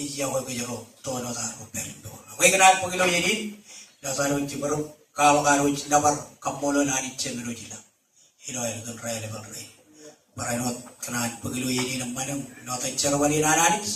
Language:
Marshallese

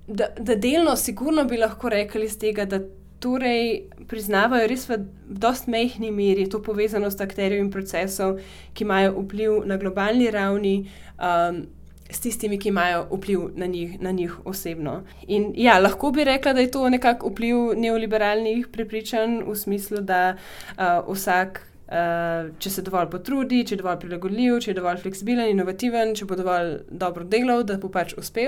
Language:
Slovenian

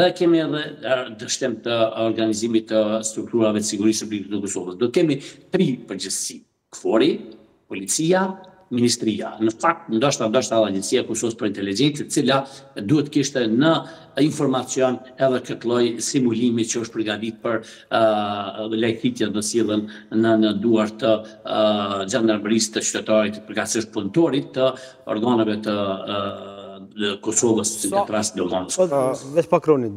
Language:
Albanian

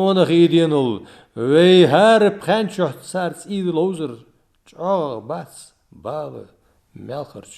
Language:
Ingush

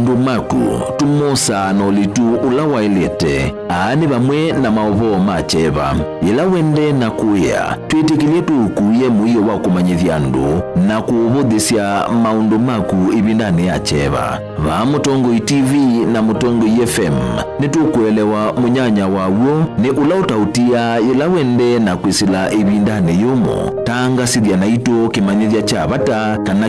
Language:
Kamba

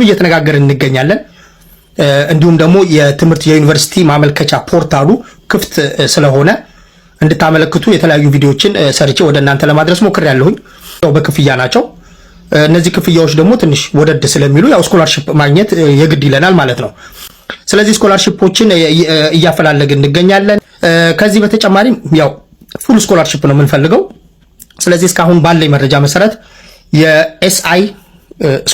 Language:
Amharic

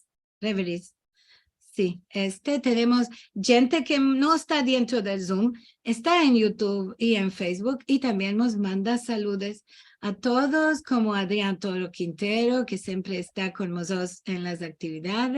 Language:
Ladino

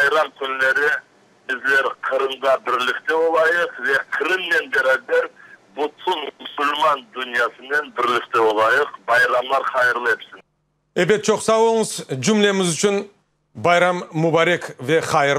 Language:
Crimean Tatar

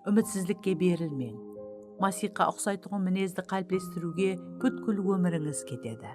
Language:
Kara-Kalpak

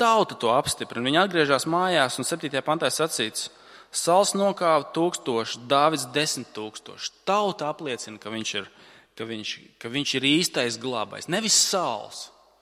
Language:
Latvian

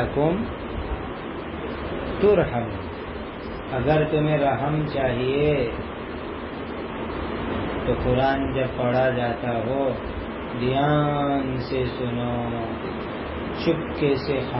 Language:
Urdu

